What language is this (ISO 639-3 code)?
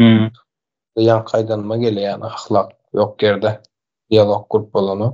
tuk